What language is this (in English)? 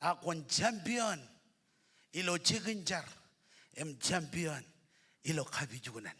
Marshallese